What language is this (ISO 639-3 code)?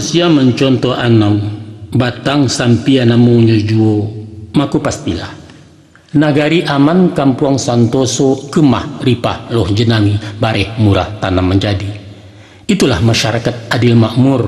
min